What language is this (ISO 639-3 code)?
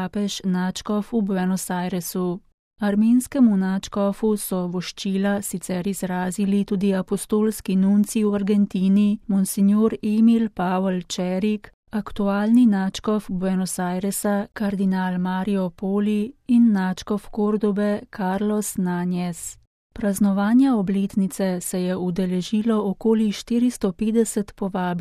slv